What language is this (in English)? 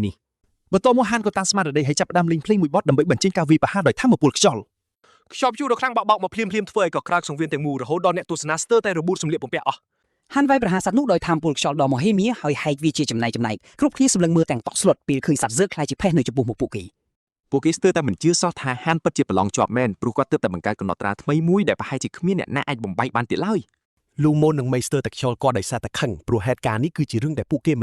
Khmer